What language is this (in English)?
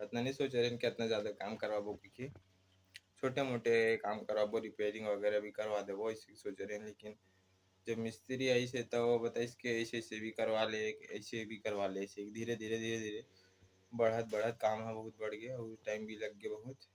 Chhattisgarhi